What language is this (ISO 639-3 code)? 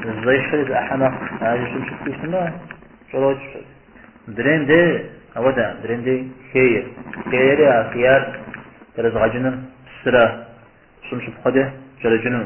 kbd